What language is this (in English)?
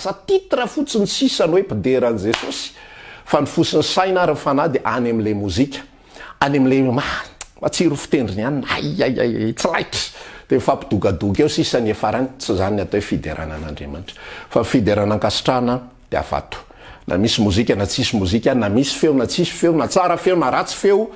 Malagasy